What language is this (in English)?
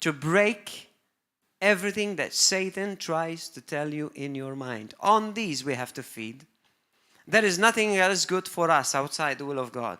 English